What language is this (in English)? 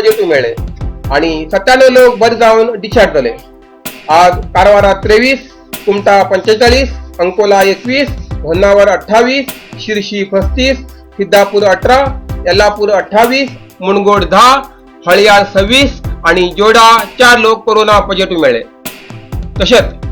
Konkani